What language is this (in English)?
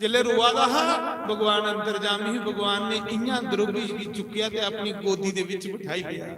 Dogri